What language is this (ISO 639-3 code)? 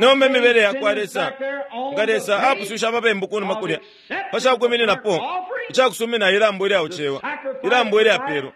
bem